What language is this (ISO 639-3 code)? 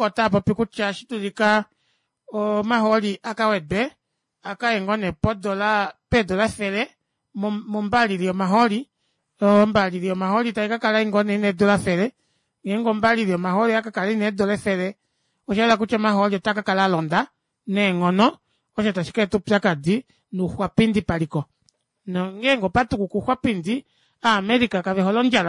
kua